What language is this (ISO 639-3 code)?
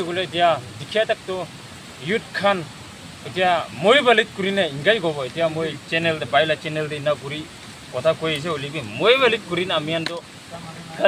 nag